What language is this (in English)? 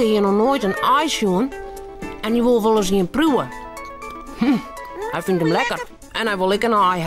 Western Frisian